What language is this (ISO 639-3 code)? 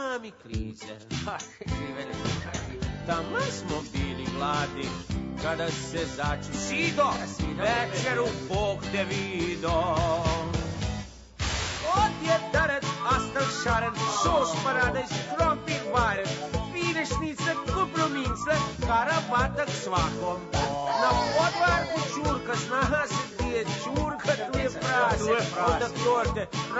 srp